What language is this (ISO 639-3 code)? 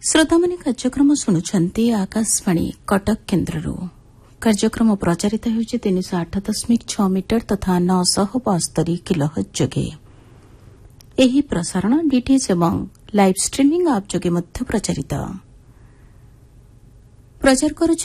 ori